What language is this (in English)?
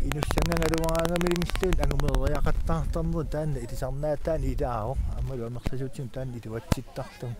Kalaallisut